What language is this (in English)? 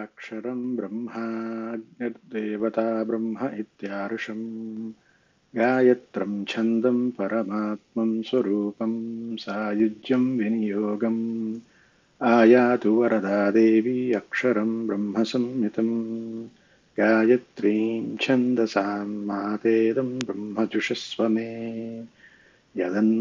Sanskrit